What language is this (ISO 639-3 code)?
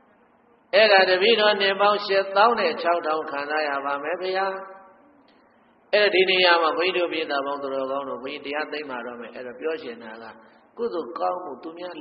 mya